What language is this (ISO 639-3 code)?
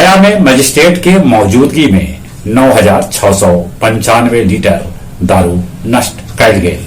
mag